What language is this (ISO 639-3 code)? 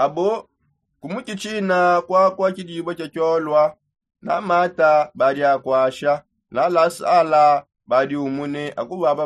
sop